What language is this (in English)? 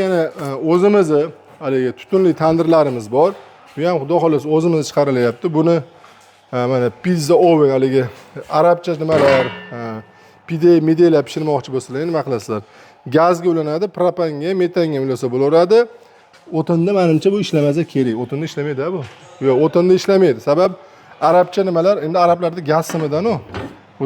Uzbek